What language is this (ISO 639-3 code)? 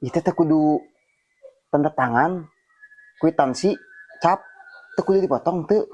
sun